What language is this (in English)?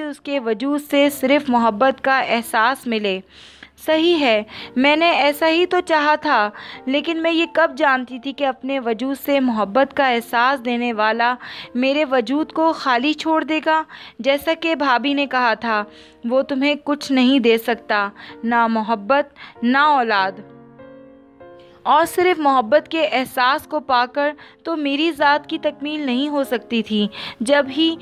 Urdu